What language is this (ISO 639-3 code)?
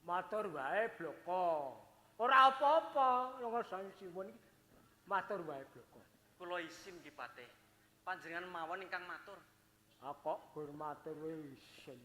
jav